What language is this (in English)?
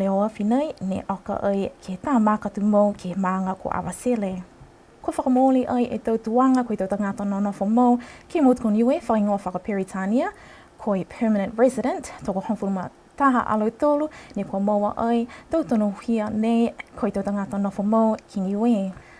Niuean